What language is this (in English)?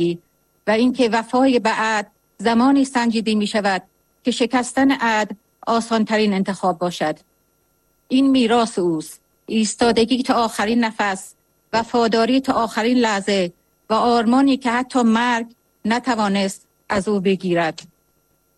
Persian